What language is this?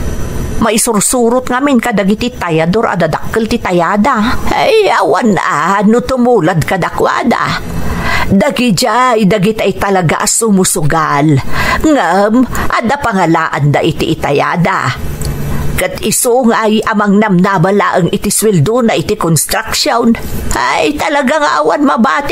Iloko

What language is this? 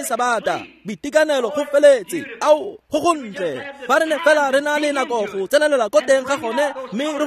Tswana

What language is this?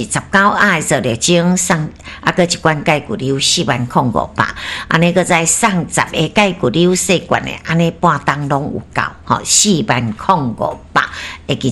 Min Nan Chinese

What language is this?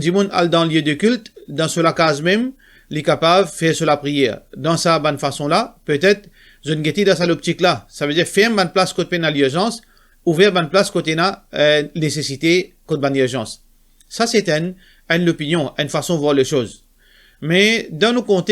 Morisyen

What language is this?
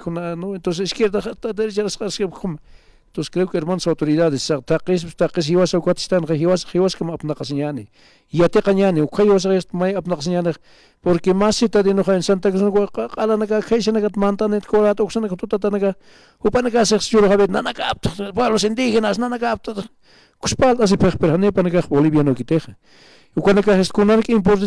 Aymara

